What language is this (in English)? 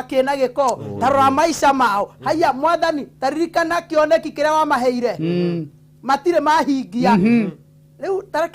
Kikuyu